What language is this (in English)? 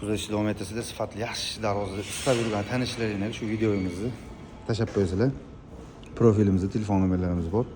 Uzbek